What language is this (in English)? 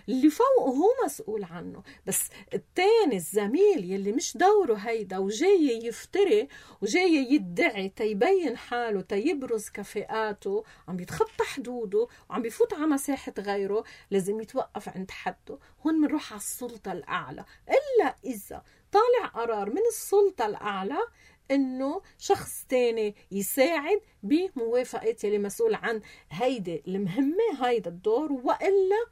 North Levantine Arabic